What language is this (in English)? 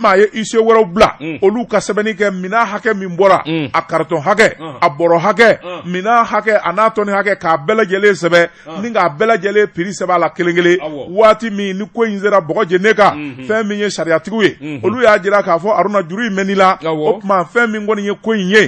Bambara